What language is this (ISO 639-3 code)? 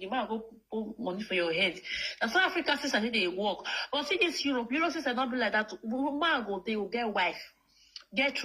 pcm